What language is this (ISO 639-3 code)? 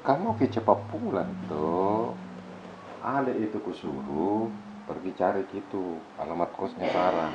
mfp